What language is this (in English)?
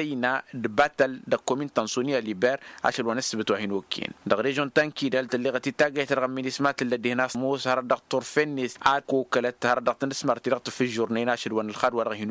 Tamasheq